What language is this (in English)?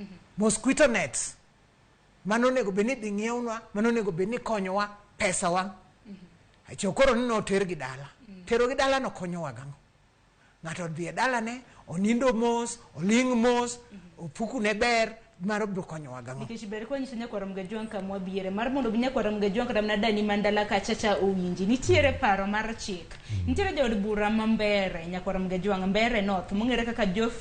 Luo (Kenya and Tanzania)